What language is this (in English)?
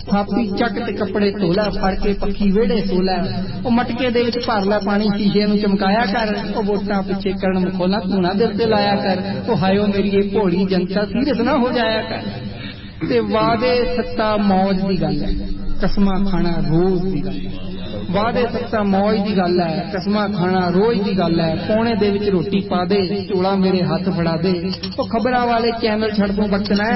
Punjabi